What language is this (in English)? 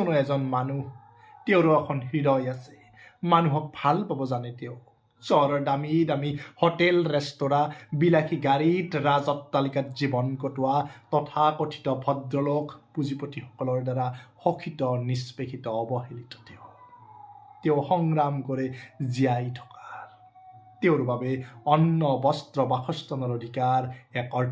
Assamese